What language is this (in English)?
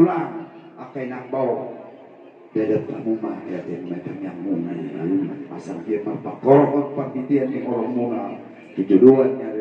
Batak Toba